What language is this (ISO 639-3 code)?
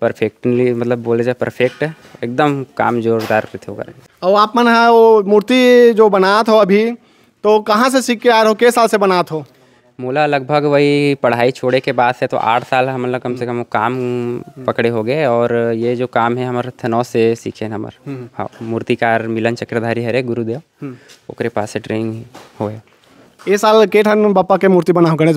hne